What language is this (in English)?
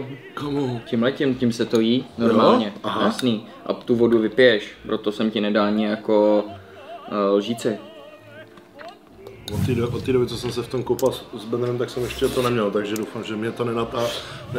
Czech